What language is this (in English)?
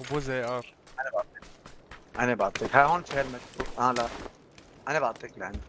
North Levantine Arabic